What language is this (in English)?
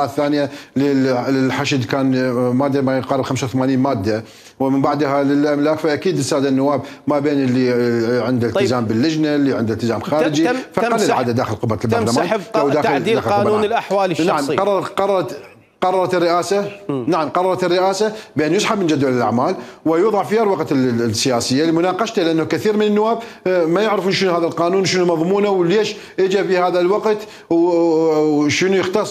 Mesopotamian Arabic